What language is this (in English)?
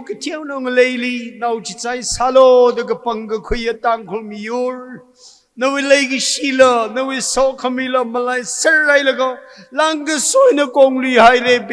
Tangkhul Naga (India)